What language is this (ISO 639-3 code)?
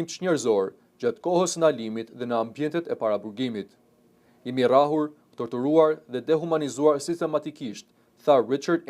sqi